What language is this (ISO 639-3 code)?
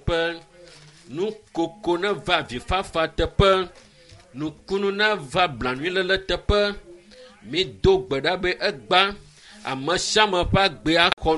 ewe